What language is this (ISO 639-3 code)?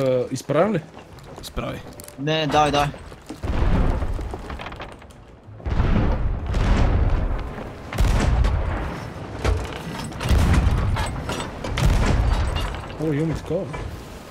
bul